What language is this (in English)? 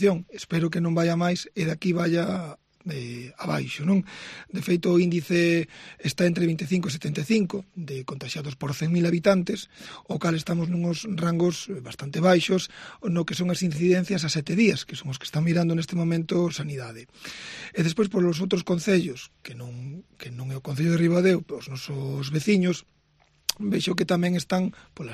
Galician